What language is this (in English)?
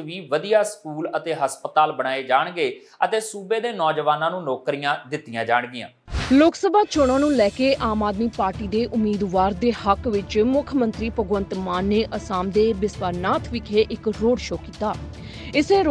Punjabi